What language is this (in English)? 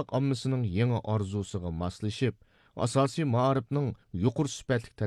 Uyghur